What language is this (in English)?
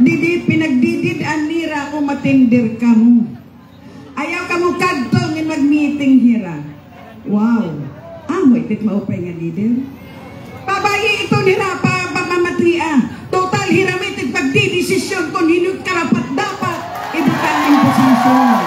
Waray